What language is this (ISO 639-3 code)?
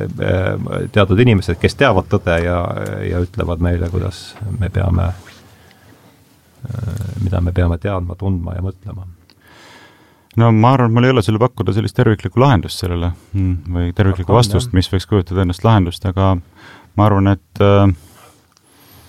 est